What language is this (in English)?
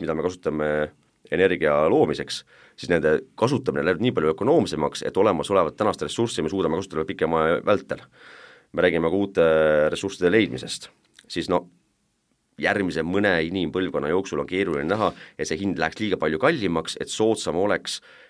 Estonian